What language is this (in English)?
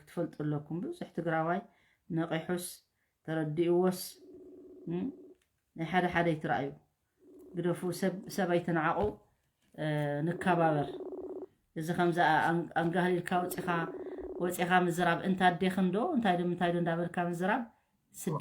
Tigrinya